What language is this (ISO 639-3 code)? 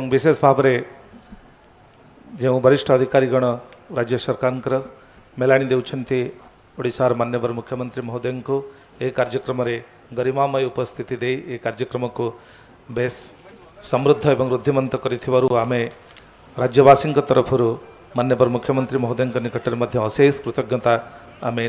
ori